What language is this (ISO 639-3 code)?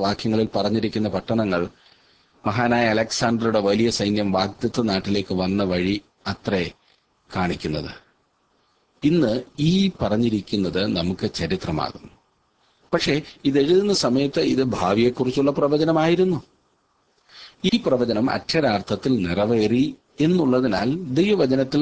mal